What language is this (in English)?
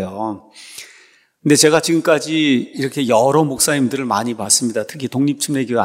Korean